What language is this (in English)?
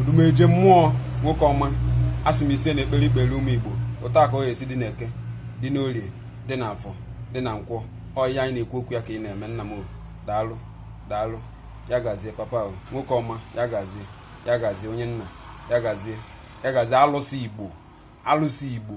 Igbo